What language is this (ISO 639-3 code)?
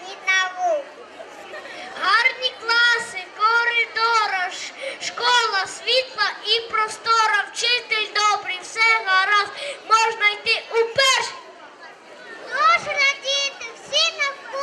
ukr